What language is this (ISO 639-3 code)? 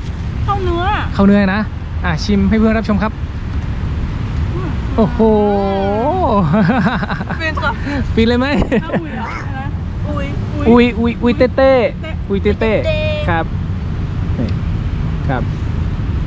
tha